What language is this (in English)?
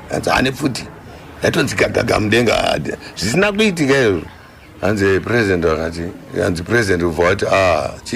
Shona